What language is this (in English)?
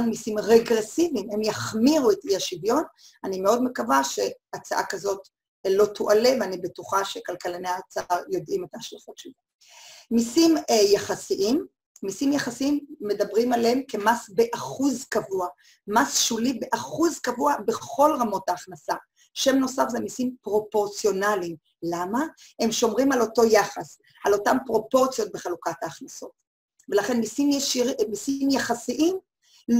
Hebrew